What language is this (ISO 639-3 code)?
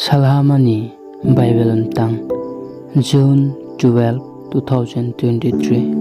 ria